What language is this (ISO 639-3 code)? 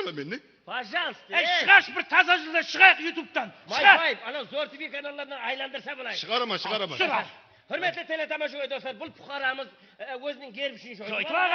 kaa